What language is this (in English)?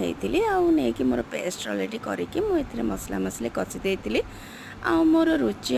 Odia